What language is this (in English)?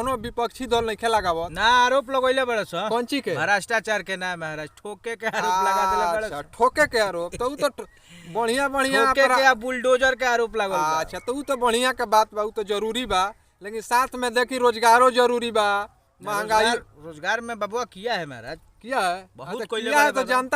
Bhojpuri